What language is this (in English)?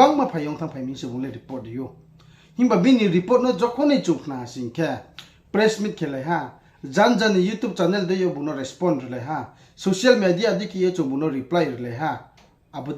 Riang (India)